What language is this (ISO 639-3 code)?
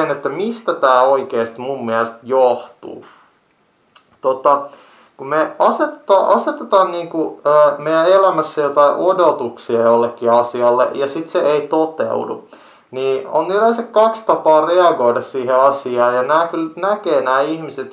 fin